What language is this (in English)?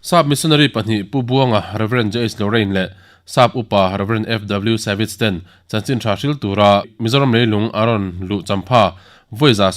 Mizo